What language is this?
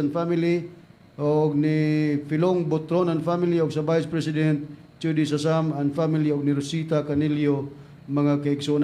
Cebuano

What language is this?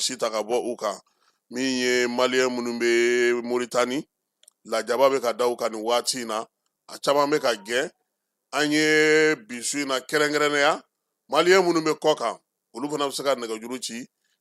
Bambara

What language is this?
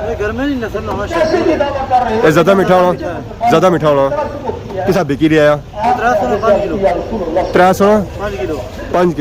Pahari-Potwari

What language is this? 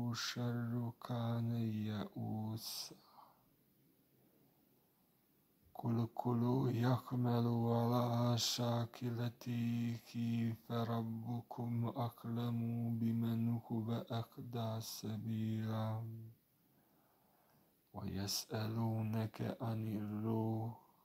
Arabic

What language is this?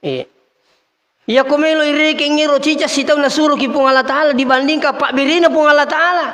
Buginese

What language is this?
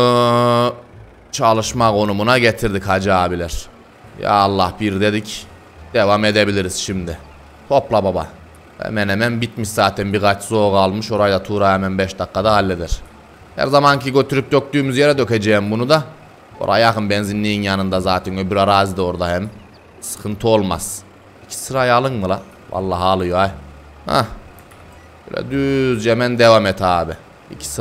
Turkish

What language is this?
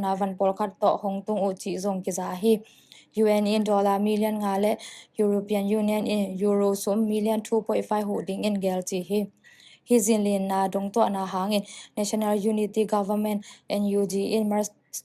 Tedim Chin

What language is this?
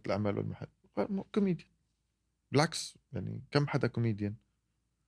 North Levantine Arabic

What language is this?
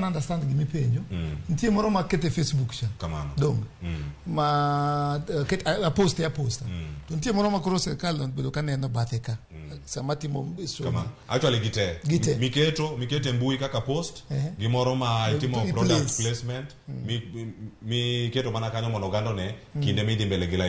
Luo (Kenya and Tanzania)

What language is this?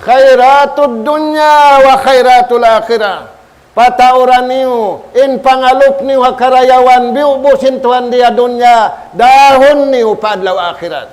Tausug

